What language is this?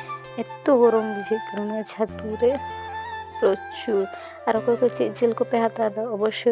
Santali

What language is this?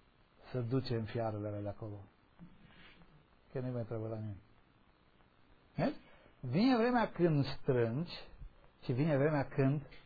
Romanian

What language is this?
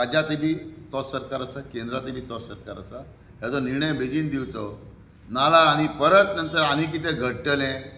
Konkani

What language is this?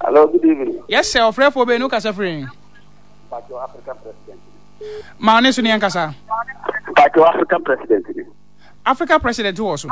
Akan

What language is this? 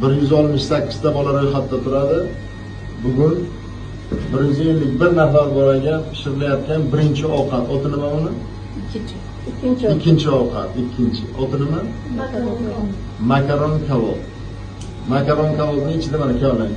Uzbek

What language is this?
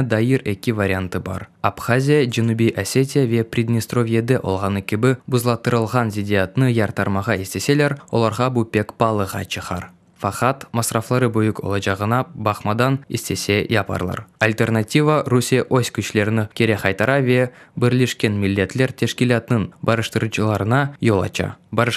Crimean Tatar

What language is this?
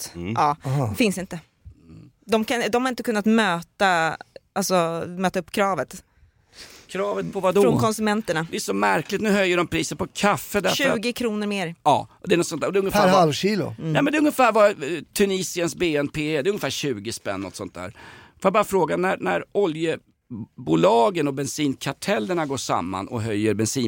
Swedish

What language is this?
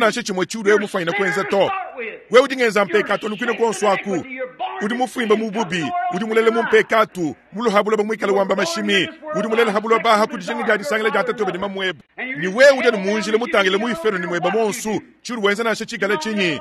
Luba-Lulua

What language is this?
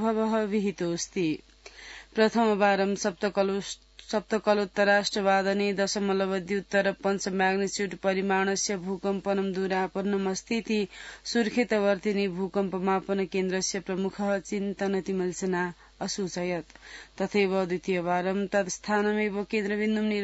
Sanskrit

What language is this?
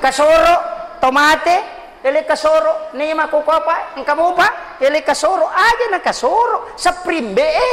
Buginese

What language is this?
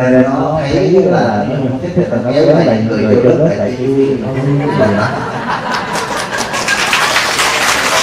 Vietnamese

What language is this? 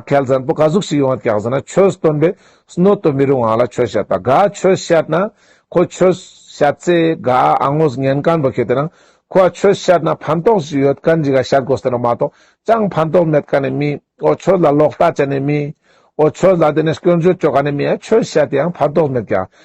Ladakhi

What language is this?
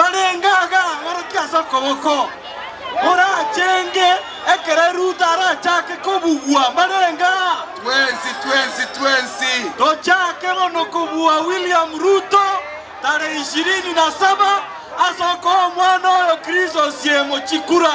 Gusii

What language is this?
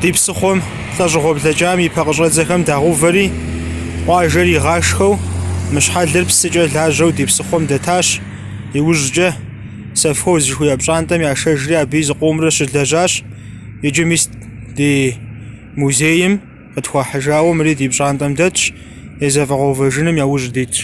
Kabardian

